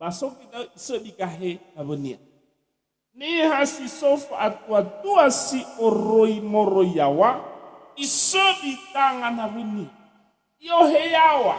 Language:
Nias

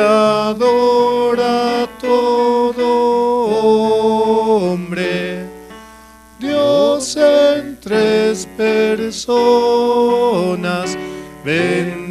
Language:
Aymara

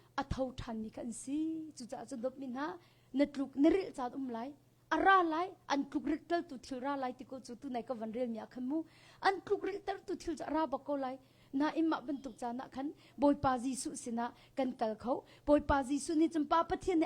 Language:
Hakha Chin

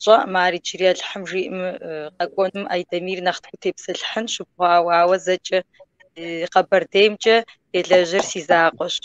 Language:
Kabardian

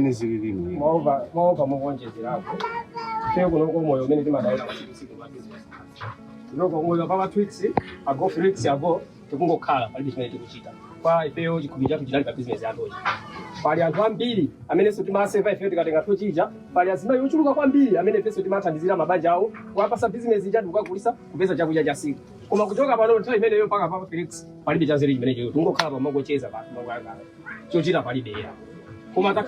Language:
Nyanja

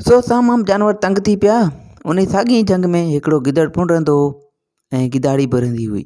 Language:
Sindhi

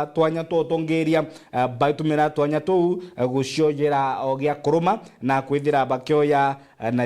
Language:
Meru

